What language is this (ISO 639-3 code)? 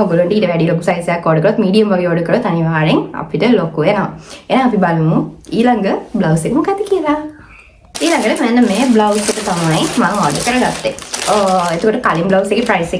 sin